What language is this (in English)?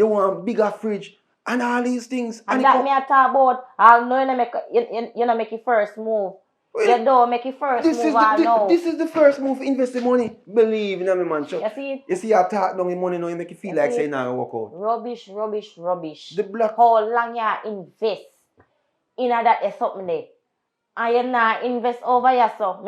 Jamaican Creole English